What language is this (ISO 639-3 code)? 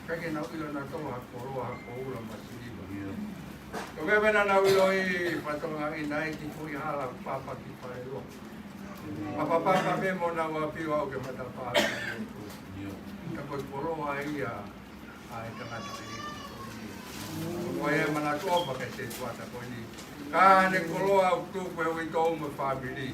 ton